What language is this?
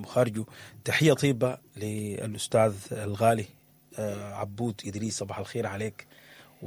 Sudanese Arabic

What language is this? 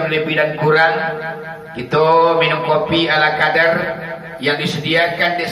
Minangkabau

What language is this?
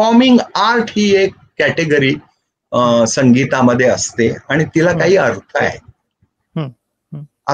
Marathi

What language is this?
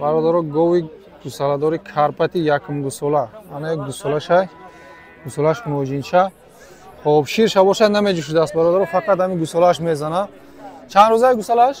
Tajik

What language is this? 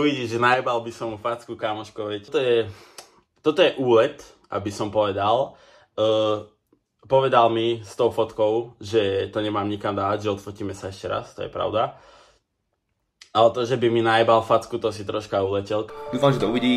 Slovak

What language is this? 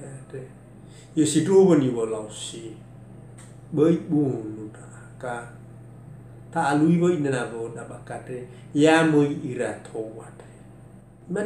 Nias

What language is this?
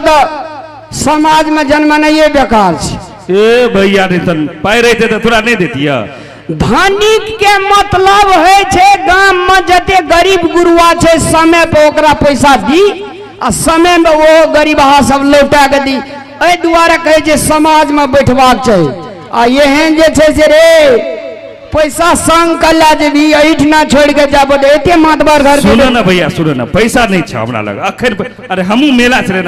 Maithili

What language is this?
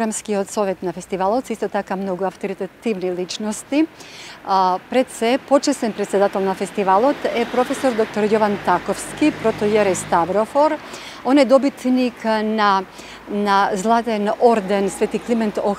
Macedonian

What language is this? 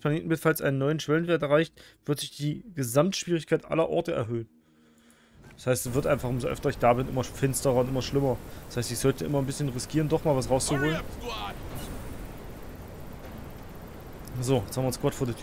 German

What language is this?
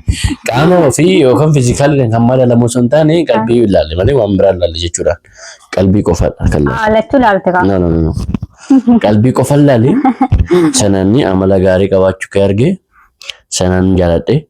Oromo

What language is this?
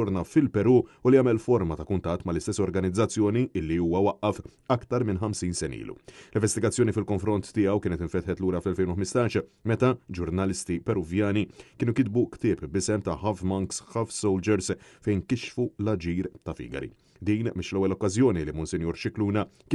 Maltese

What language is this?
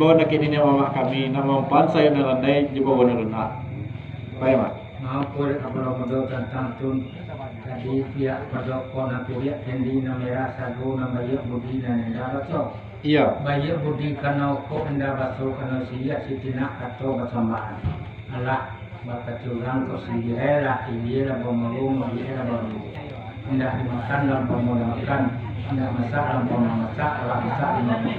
Minangkabau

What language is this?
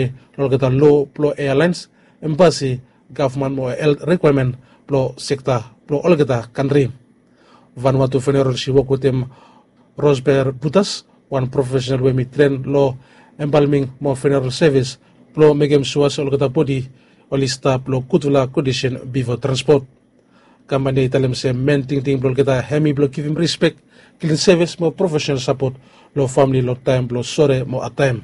Bislama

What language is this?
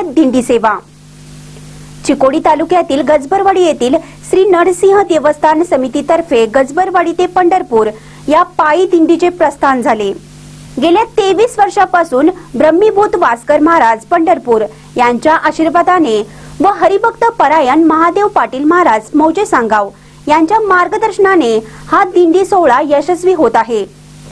Marathi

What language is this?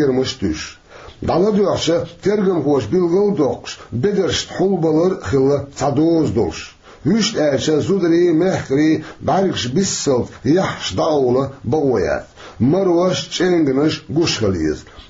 Chechen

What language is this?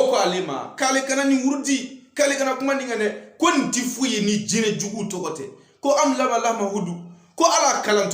Bambara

